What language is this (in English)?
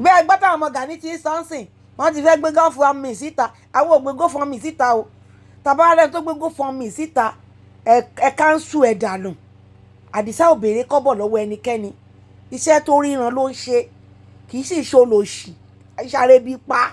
Yoruba